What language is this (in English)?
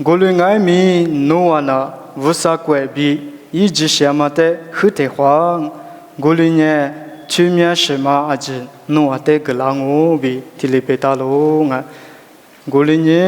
Lisu